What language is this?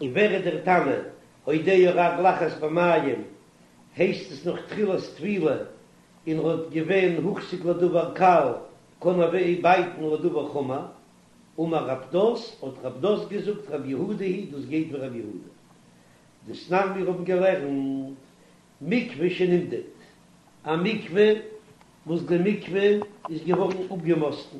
Yiddish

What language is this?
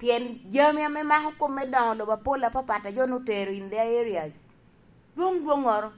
Lango (Uganda)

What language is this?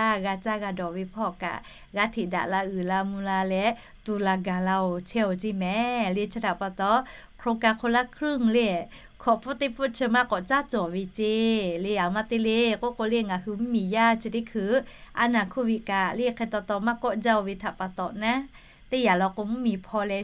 Lahu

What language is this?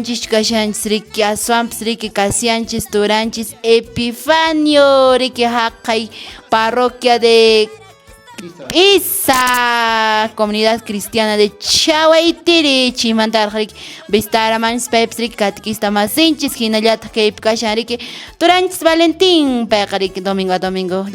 Quechua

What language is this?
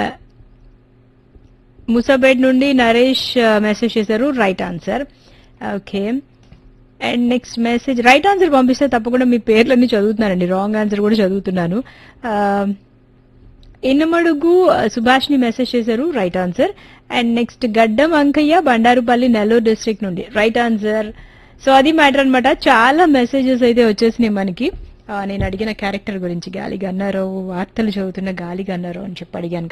Telugu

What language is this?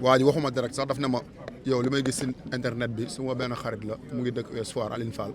Wolof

